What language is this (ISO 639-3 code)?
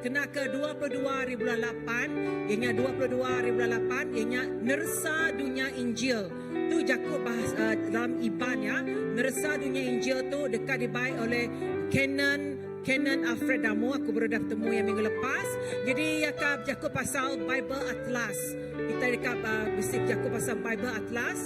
iba